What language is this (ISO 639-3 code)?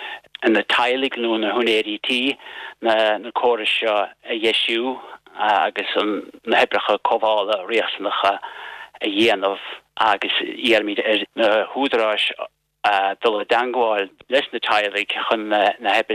gle